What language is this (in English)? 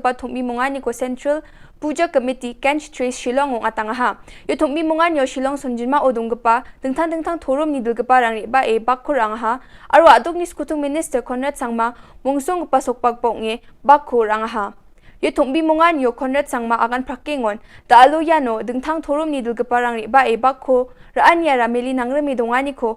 Garo